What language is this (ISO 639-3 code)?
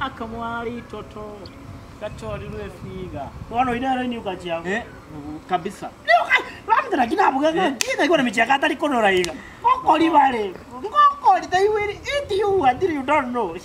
guz